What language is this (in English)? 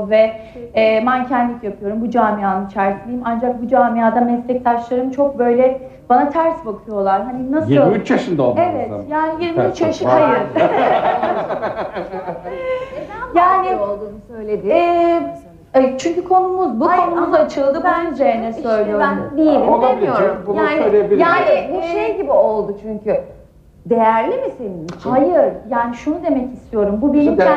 Turkish